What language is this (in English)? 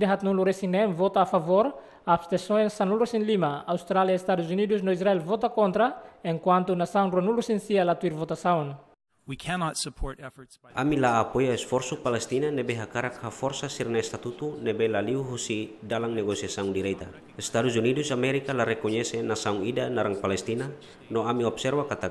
Tetum